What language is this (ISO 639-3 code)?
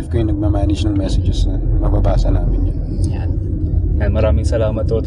fil